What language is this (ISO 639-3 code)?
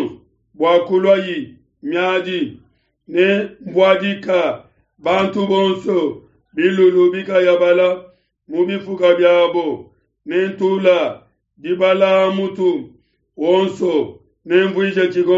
lua